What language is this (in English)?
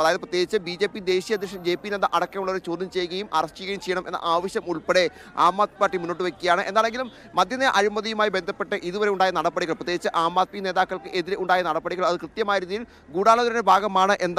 Malayalam